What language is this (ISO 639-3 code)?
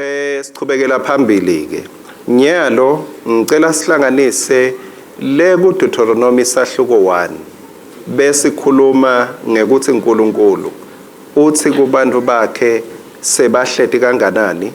ssw